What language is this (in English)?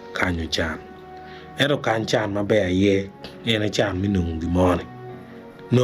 Acoli